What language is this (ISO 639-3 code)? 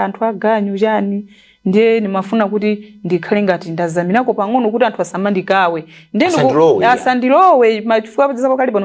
nya